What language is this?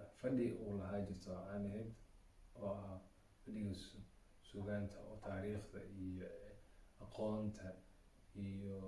Somali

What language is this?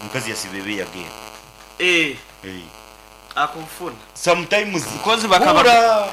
Nyankole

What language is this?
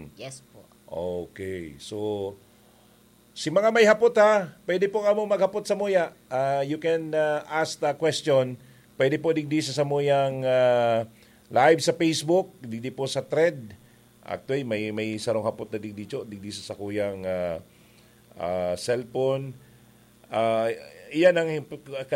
Bikol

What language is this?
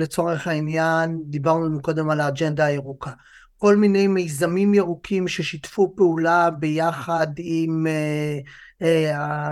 Hebrew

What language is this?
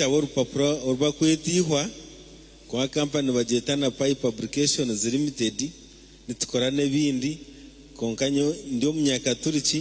Nyankole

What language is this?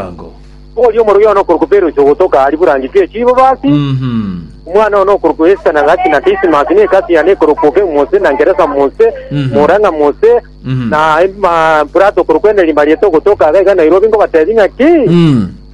Gusii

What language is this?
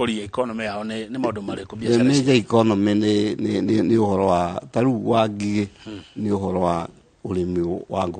Kikuyu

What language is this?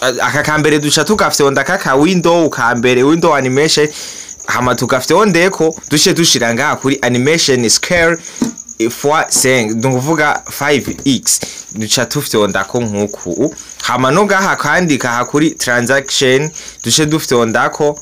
Rundi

